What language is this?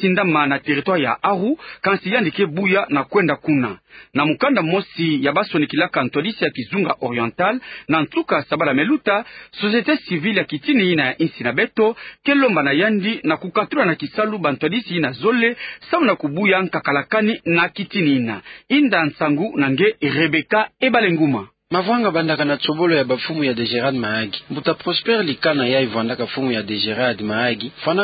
Kituba (Democratic Republic of Congo)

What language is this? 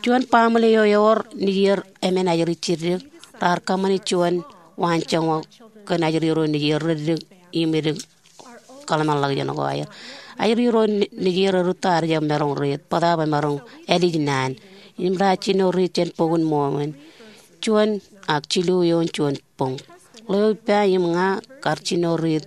Marshallese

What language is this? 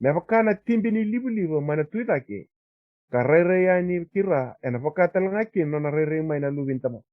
Fijian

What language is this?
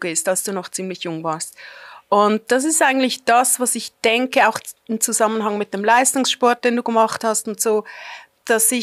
Swiss German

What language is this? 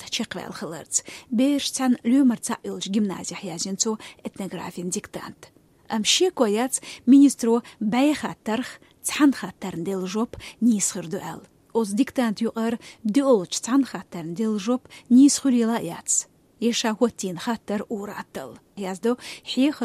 Chechen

